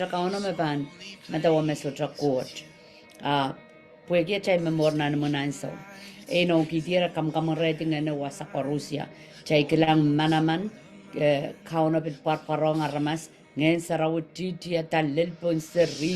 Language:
Pohnpeian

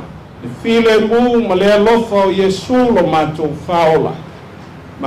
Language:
Samoan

